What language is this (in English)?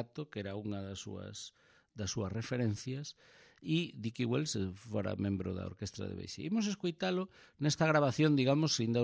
Galician